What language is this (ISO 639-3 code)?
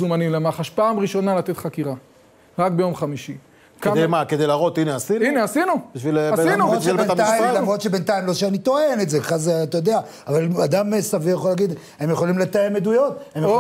heb